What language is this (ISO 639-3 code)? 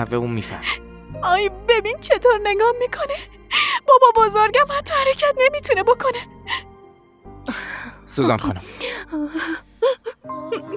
fas